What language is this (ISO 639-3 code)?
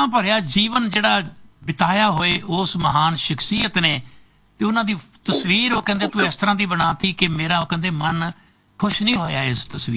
pan